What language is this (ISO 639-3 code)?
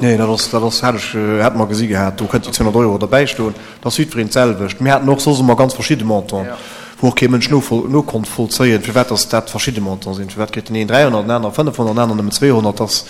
ltz